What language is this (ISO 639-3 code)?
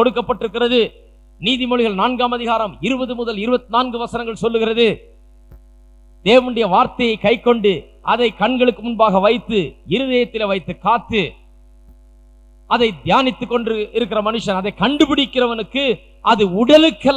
tam